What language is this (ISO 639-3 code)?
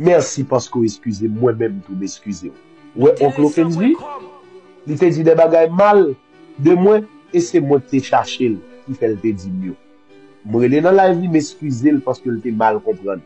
hat